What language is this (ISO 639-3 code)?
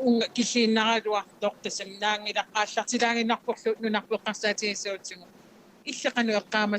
kal